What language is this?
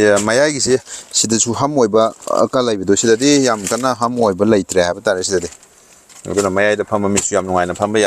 Manipuri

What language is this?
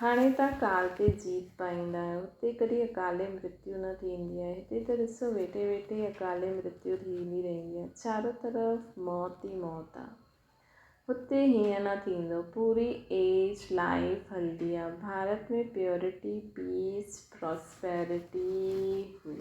Sindhi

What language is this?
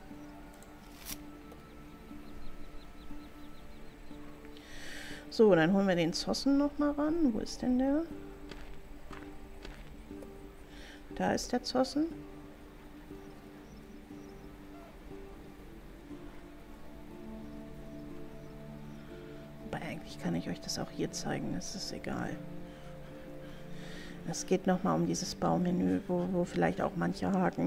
German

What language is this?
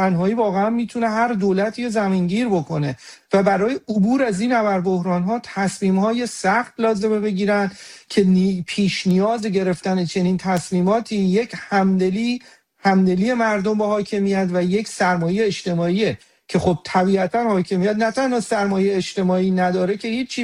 Persian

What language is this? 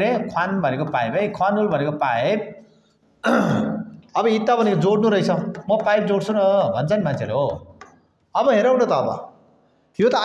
Nepali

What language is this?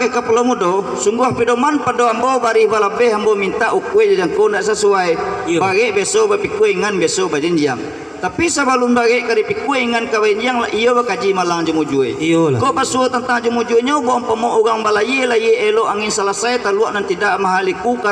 Minangkabau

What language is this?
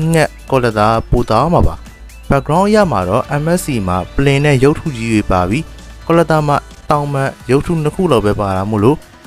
Burmese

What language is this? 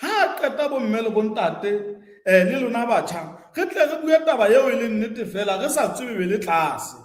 Southern Sotho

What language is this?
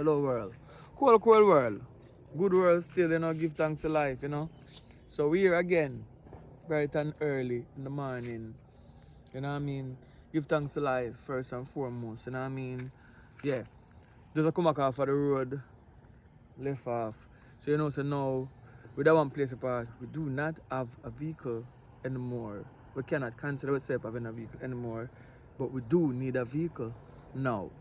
Jamaican Creole English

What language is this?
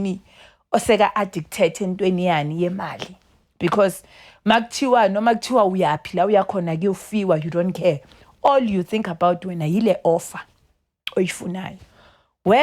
Zulu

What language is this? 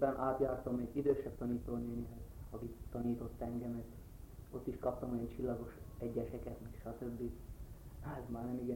Hungarian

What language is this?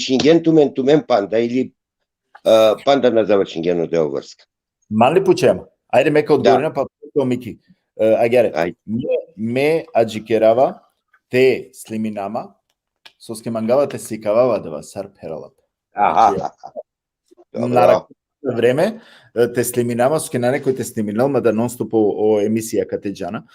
Balkan Romani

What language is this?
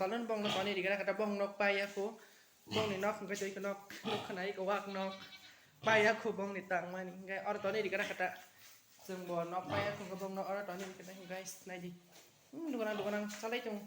Kok Borok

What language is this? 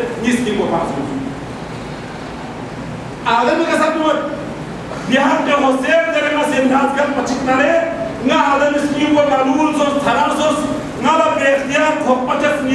Urdu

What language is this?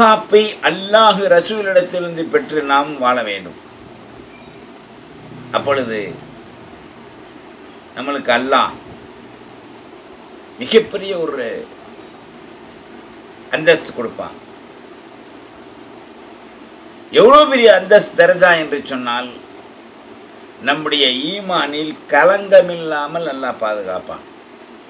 Tamil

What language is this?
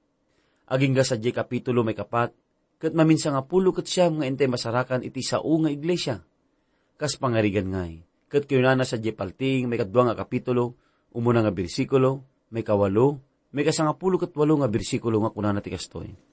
Iloko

